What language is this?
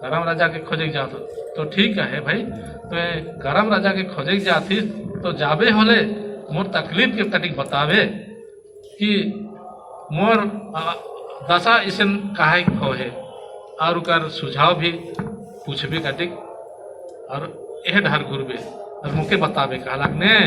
Sadri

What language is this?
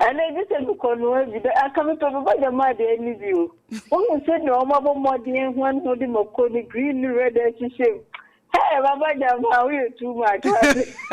Akan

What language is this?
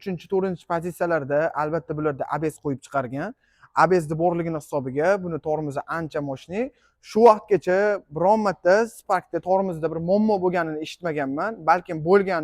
Uzbek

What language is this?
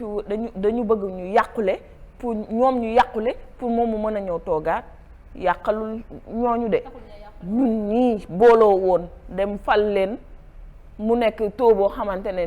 Wolof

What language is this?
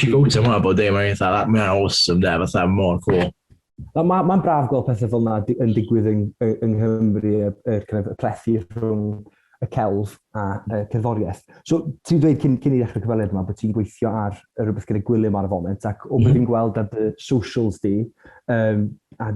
Welsh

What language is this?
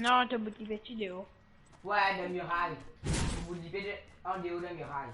Morisyen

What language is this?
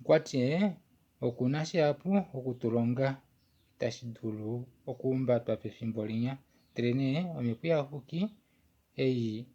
Kuanyama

